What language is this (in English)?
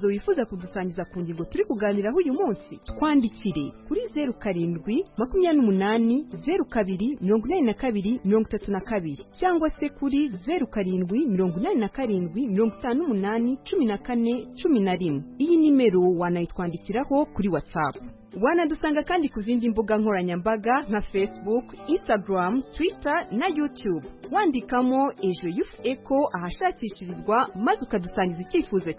Kinyarwanda